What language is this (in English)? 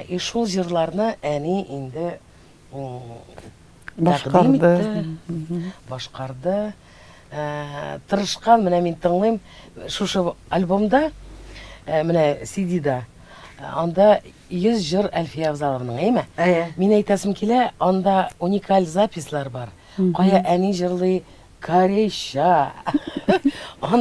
Tatar